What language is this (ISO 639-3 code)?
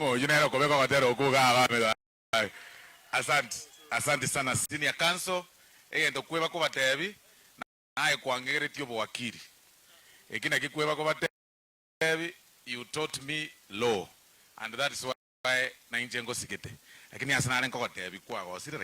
guz